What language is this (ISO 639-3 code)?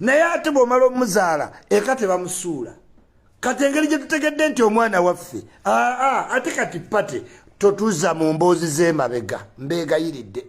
lug